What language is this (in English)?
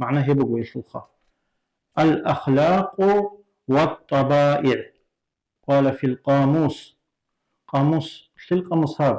Avaric